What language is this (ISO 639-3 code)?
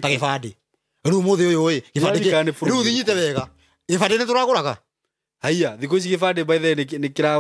kik